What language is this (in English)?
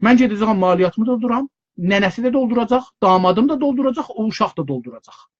South Azerbaijani